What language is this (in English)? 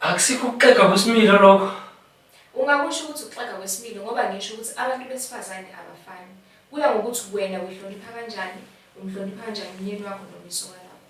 Zulu